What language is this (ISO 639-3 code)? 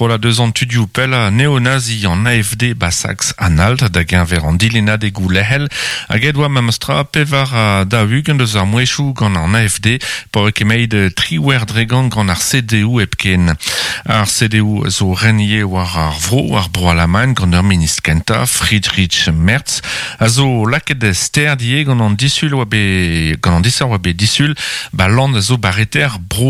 bre